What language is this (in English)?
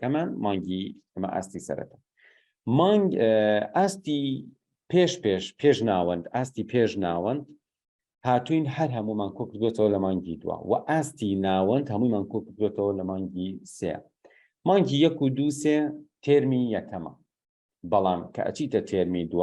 Central Kurdish